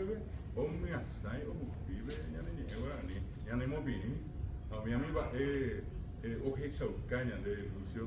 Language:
Guarani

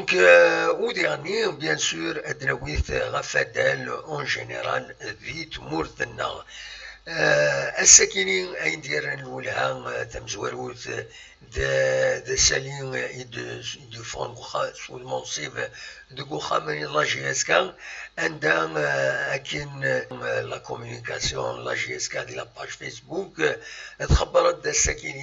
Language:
Kabyle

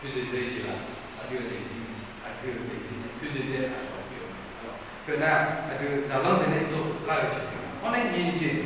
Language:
Akha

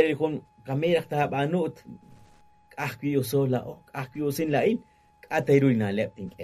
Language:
Kekchí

